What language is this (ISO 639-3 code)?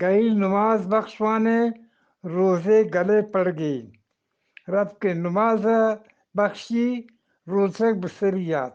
bgp